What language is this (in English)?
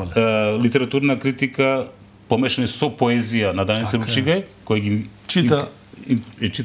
Macedonian